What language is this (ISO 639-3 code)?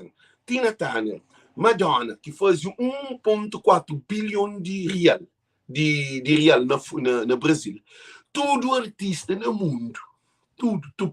kea